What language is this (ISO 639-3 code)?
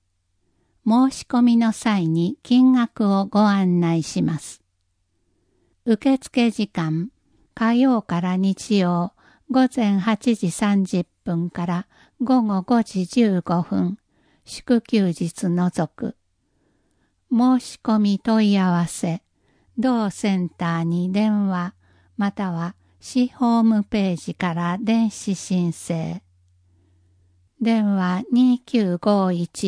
jpn